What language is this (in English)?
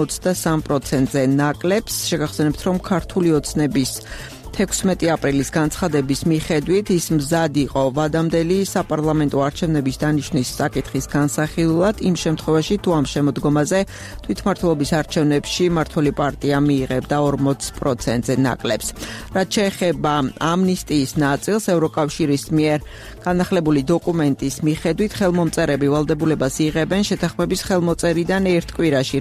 Georgian